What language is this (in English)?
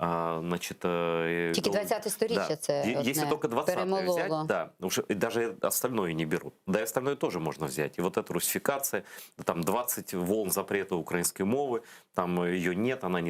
Crimean Tatar